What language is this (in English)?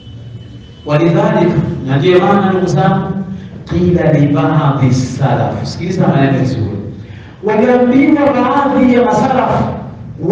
Swahili